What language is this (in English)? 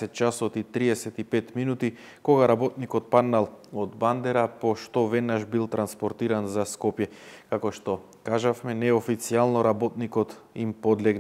Macedonian